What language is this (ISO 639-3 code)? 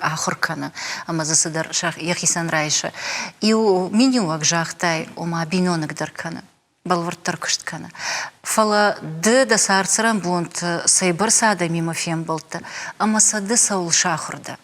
oss